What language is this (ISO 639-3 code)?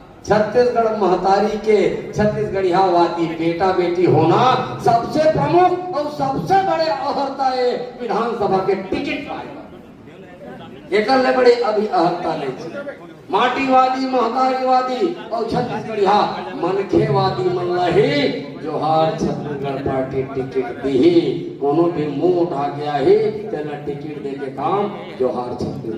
hne